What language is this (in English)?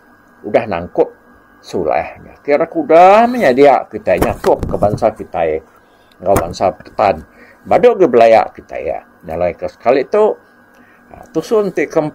Iban